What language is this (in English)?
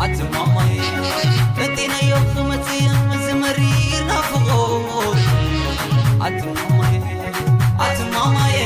Tigrinya